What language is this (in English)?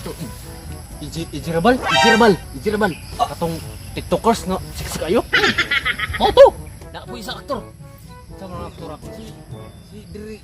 Cebuano